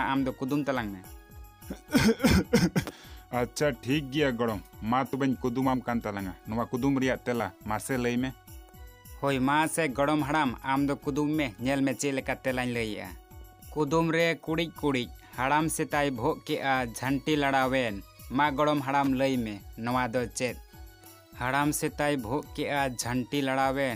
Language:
Santali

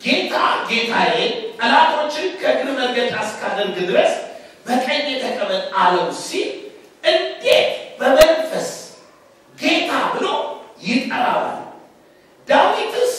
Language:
Amharic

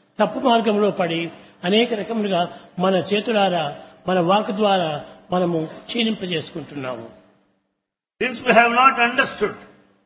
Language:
Telugu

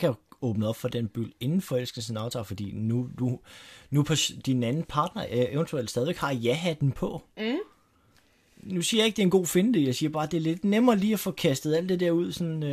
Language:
Danish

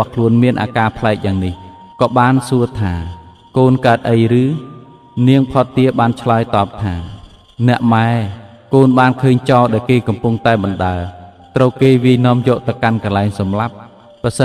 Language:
Khmer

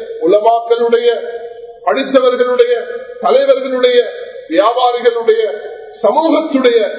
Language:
Tamil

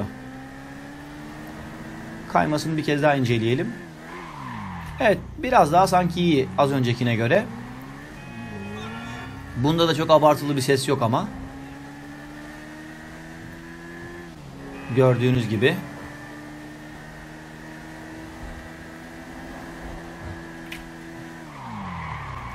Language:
Turkish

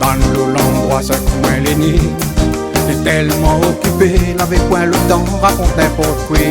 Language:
Réunion Creole French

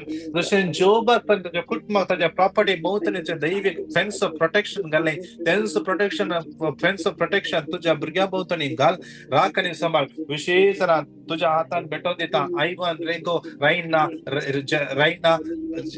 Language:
Konkani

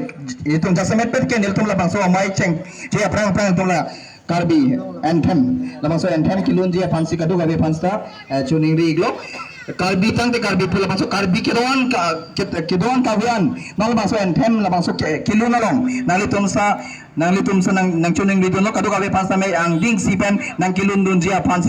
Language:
Karbi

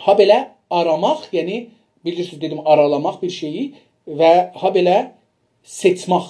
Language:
South Azerbaijani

